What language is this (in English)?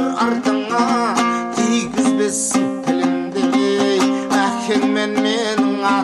Kazakh